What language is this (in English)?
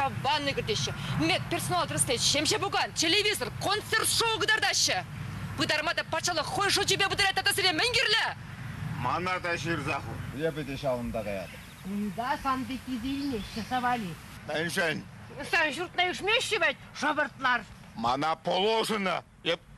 Chuvash